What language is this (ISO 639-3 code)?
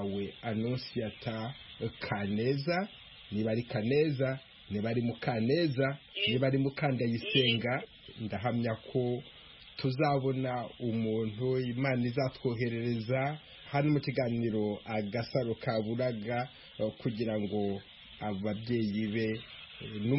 kin